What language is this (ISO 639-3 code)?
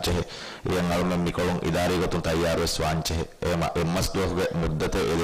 div